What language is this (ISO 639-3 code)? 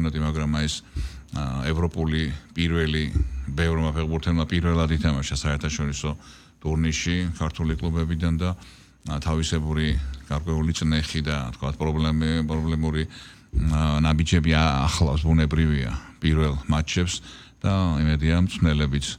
kat